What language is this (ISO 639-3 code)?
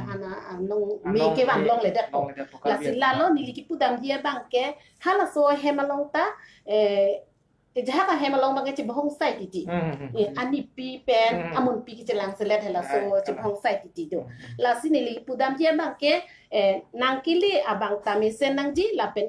mjw